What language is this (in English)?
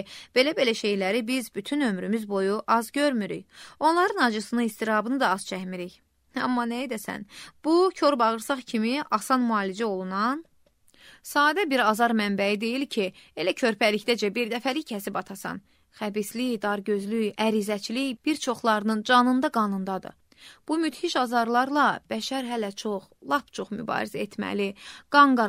Azerbaijani